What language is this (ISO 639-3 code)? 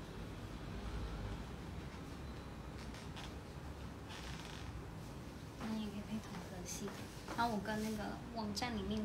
zho